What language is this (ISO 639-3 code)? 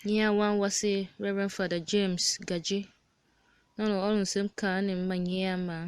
tiv